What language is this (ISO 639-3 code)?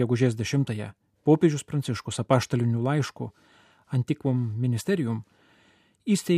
lit